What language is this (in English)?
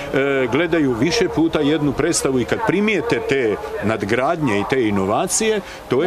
Bosnian